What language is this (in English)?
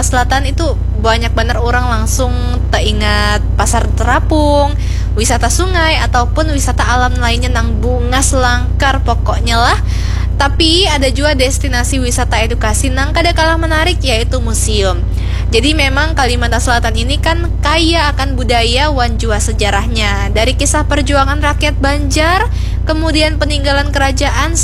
Banjar